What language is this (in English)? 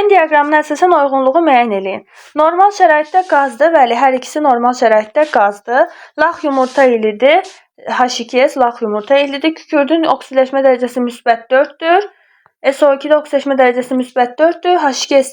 Azerbaijani